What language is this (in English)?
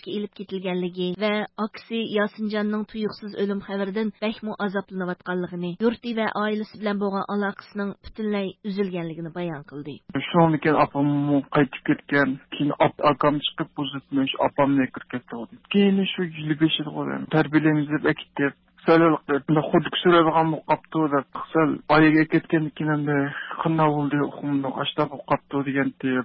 Uyghur